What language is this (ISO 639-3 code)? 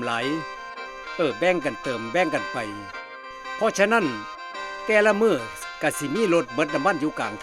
tts